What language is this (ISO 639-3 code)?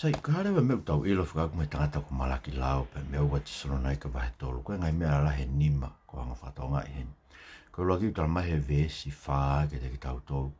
ton